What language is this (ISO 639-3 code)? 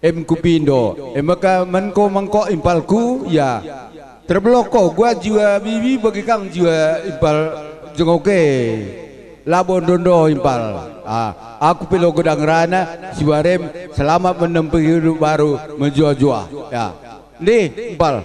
btx